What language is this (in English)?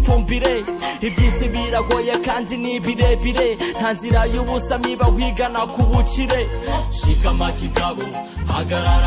Kinyarwanda